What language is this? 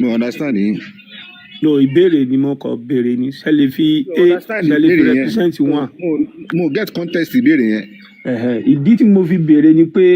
Yoruba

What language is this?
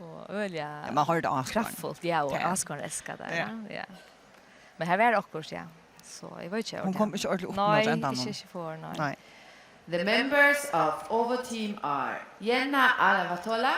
Faroese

